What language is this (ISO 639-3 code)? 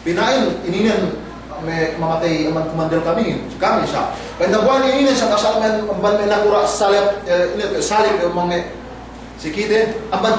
yka